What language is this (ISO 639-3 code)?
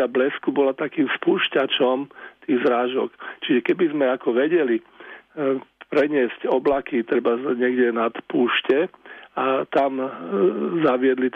slk